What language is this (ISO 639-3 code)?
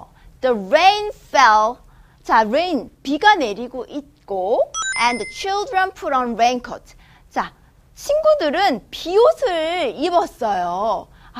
kor